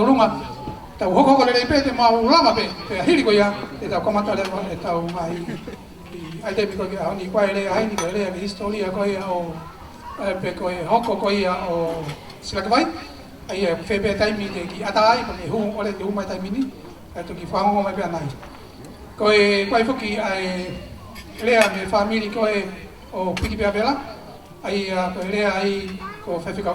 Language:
Tongan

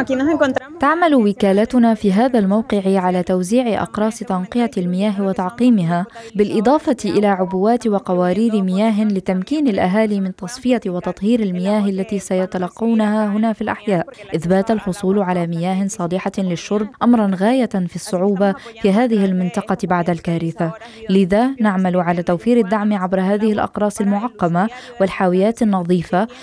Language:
Arabic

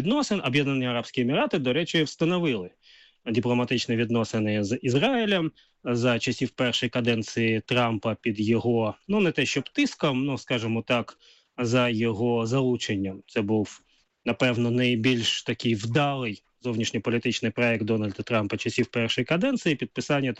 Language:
Ukrainian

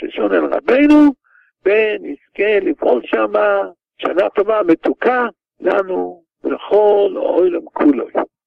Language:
Hebrew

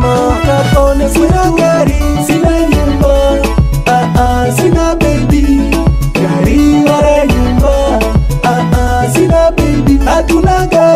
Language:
Swahili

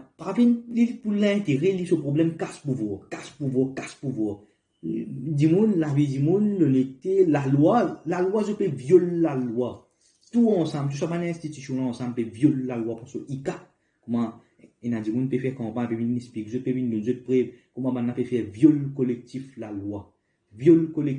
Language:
Morisyen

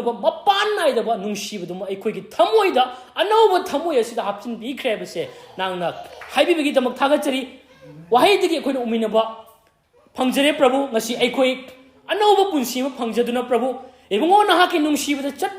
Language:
Manipuri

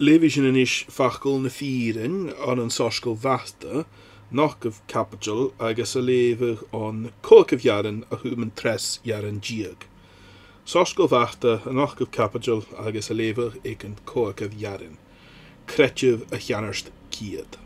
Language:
Scottish Gaelic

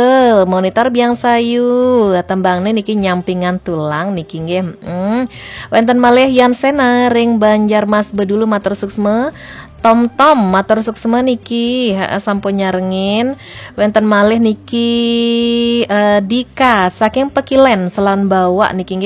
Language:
Balinese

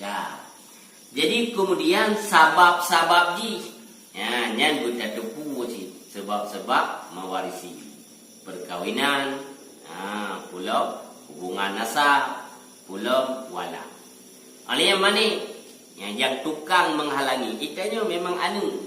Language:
Achinese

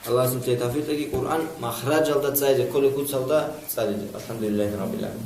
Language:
Avaric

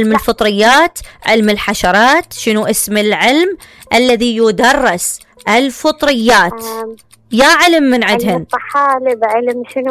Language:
Mesopotamian Arabic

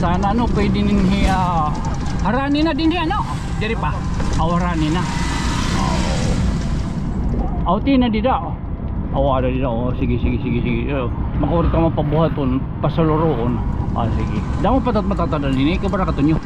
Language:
Waray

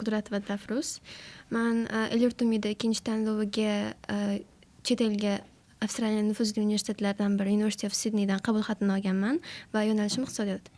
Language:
Uzbek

